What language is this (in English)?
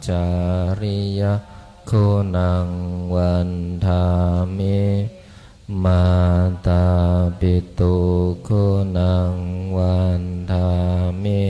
Pali